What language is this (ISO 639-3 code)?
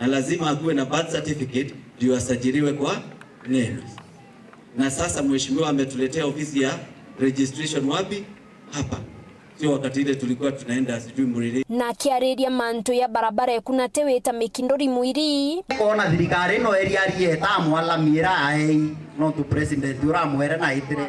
mer